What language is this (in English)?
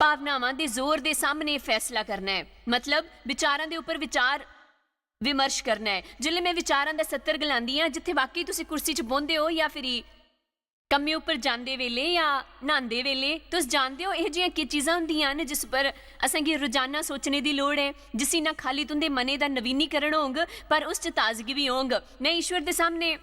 Dogri